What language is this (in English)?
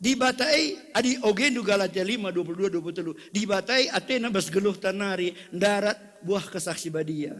Batak Karo